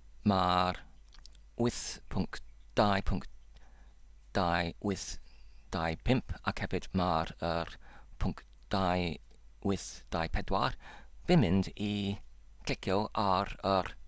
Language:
Welsh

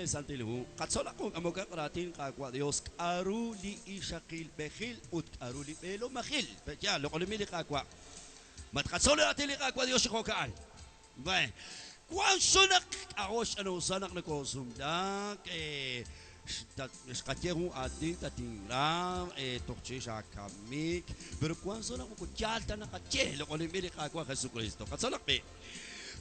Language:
Kekchí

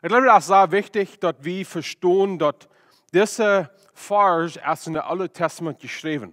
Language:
Plautdietsch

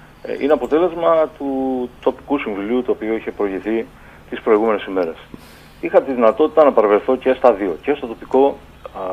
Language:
Greek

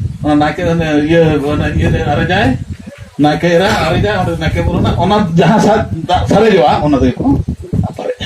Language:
Santali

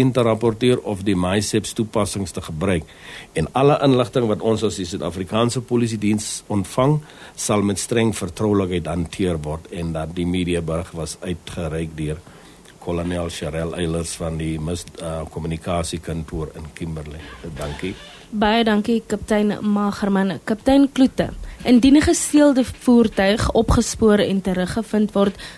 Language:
Afrikaans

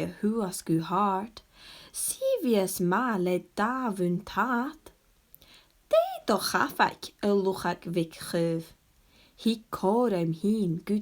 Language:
Scottish Gaelic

